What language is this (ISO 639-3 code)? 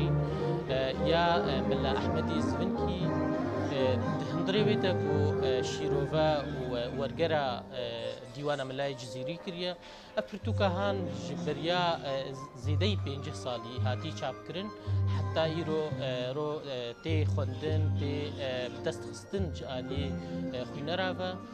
kur